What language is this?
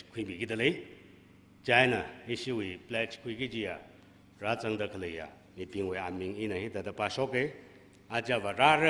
Tangkhul Naga (India)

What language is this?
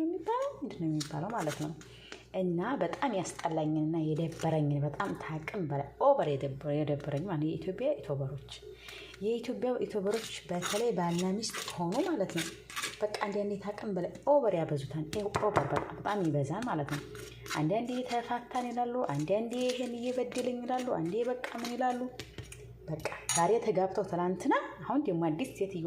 Amharic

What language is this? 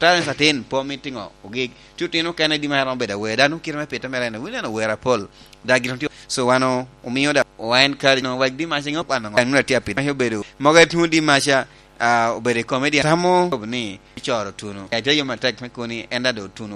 Lango (Uganda)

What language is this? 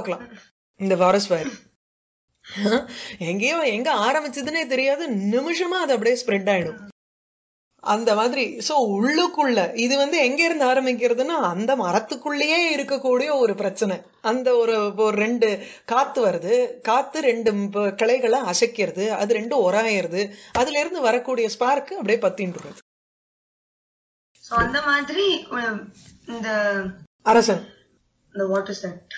Tamil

